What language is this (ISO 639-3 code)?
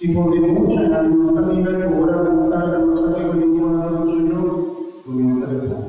pap